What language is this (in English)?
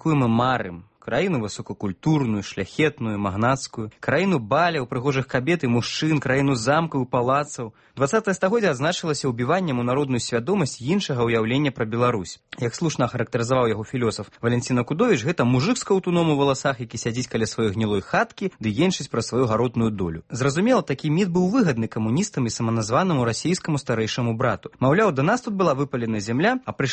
Belarusian